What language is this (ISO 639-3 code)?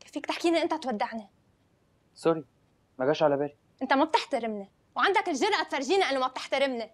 apc